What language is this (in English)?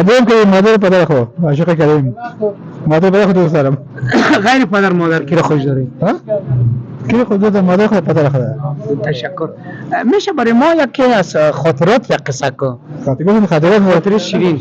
Persian